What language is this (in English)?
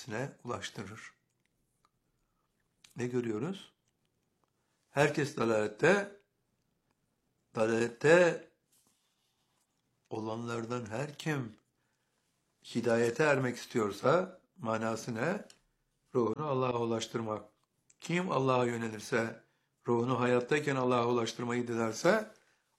Turkish